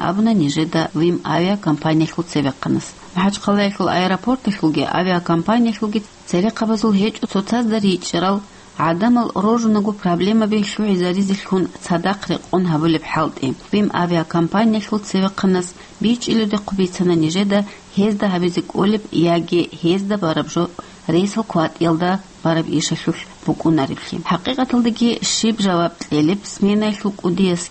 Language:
Avaric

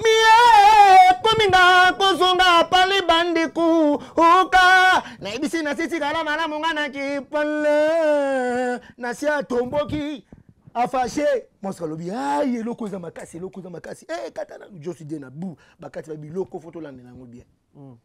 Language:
Lingala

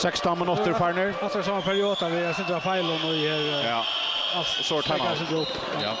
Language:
Faroese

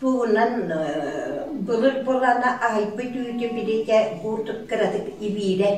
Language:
Yakut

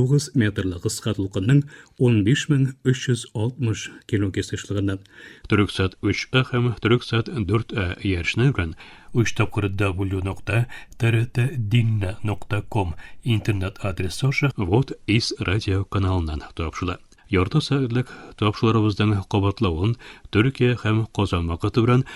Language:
Tatar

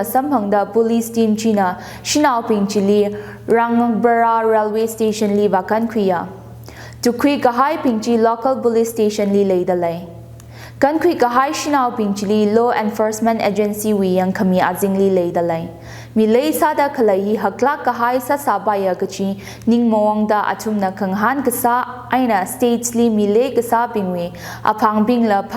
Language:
Tangkhul Naga (India)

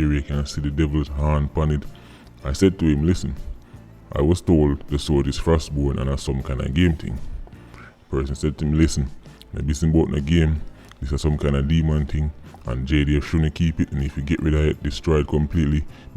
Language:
Jamaican Creole English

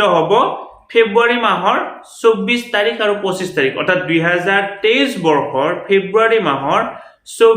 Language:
Assamese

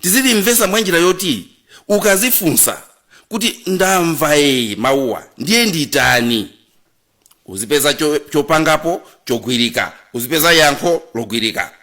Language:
Nyanja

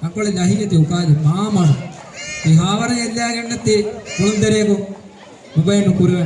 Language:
Divehi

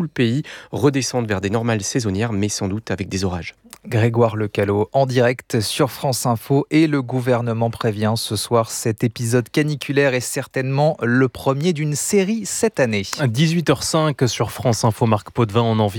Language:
French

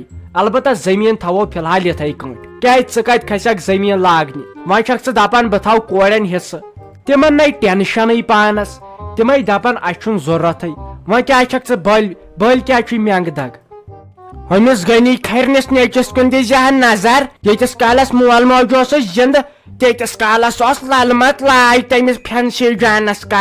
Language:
Kashmiri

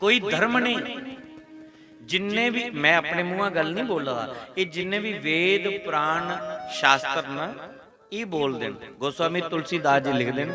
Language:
Dogri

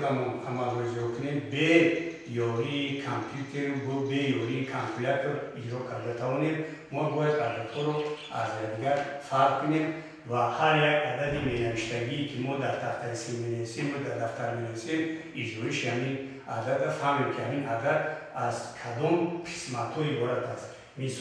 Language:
Tajik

